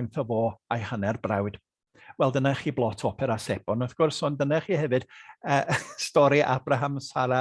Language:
Welsh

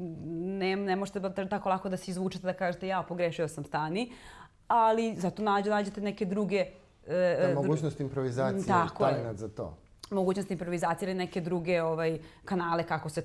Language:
Serbian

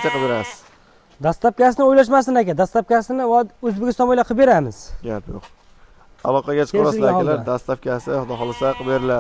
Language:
Uzbek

